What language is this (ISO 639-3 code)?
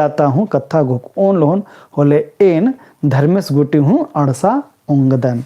kru